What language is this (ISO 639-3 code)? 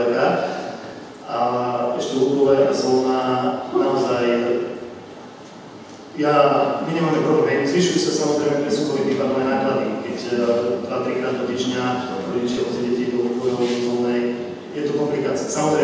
slk